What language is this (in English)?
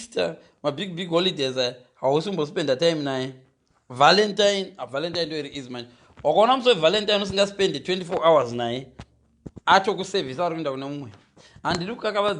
Shona